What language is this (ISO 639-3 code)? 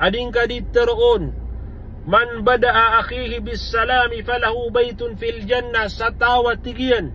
mrw